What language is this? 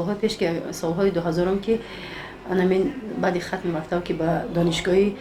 Tajik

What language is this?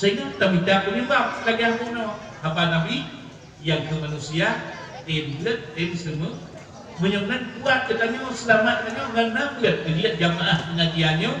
Achinese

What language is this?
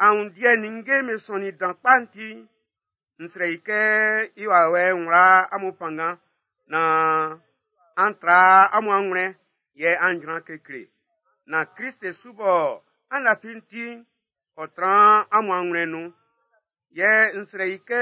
Baoulé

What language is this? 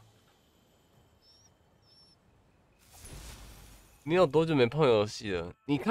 Chinese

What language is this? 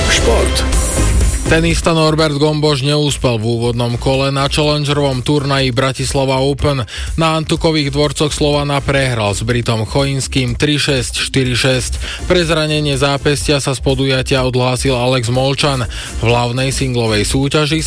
Slovak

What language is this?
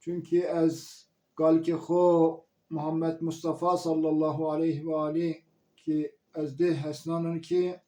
Zaza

